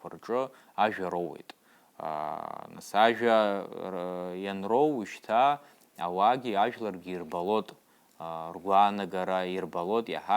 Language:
Abkhazian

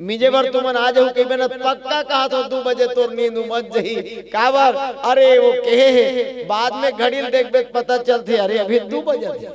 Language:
Chhattisgarhi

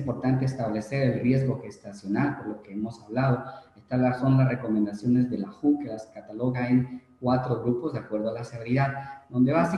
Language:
Spanish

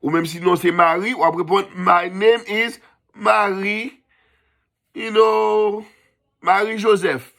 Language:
Haitian Creole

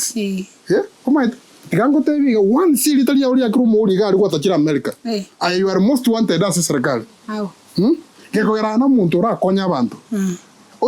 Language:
Gusii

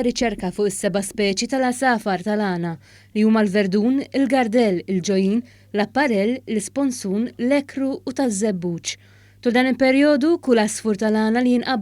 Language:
Maltese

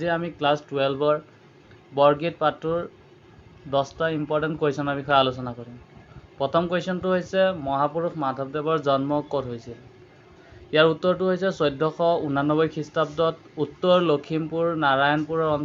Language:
Assamese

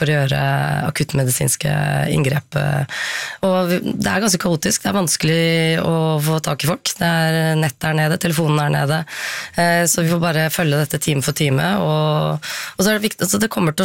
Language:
Norwegian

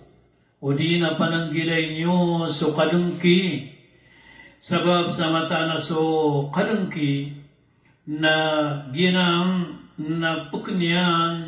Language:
Maranao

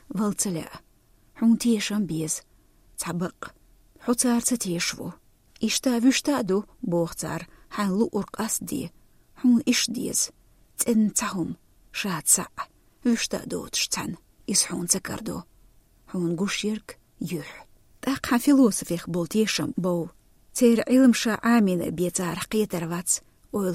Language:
Chechen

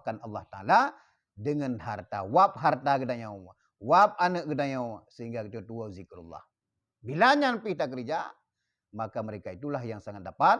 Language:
Achinese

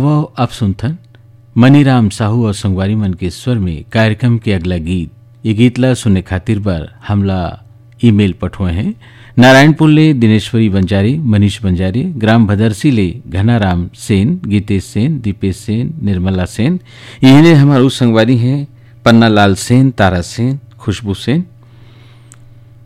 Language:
Chhattisgarhi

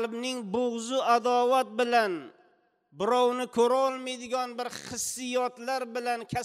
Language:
Uzbek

